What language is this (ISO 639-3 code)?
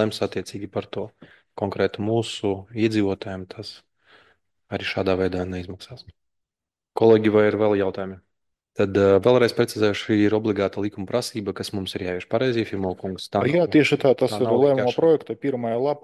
lav